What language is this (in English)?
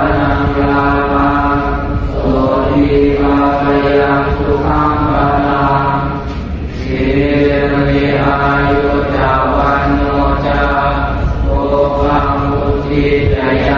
Pali